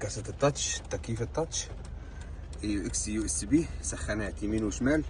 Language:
Egyptian Arabic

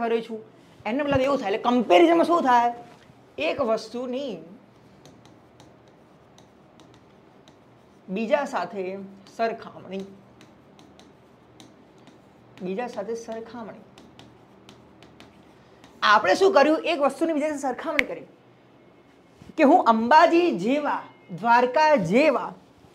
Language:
Gujarati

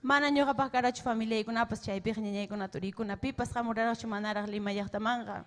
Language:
Ayacucho Quechua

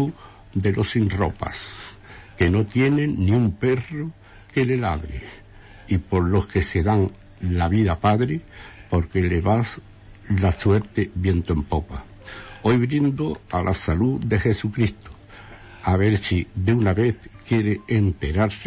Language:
Spanish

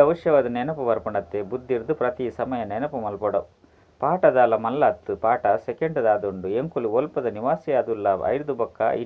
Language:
Tulu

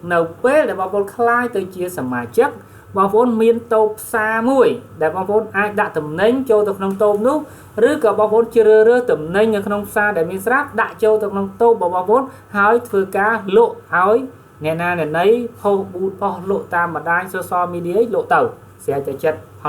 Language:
Khmer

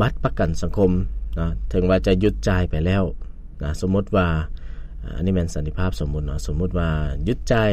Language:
Lao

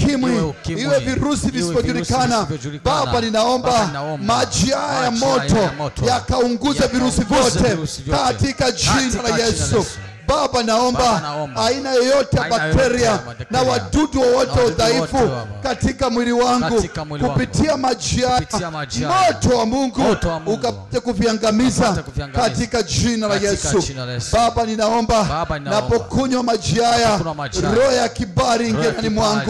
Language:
Swahili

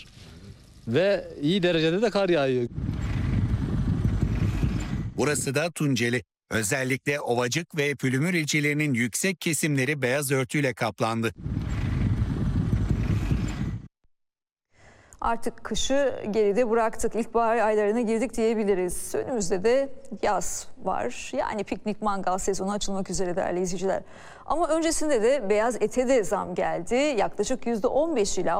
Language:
Turkish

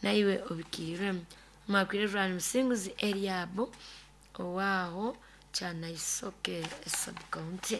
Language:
Nyoro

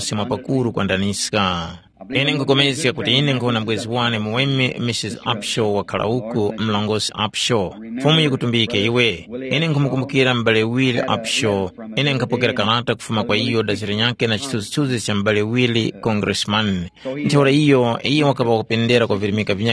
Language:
Tumbuka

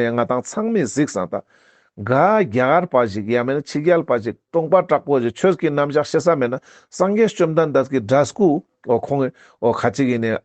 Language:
Ladakhi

